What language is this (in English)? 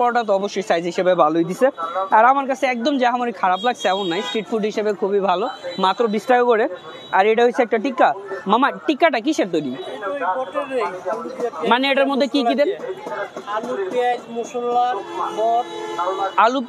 Bangla